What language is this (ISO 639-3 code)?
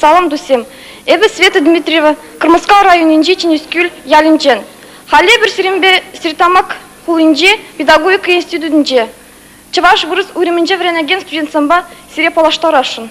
chv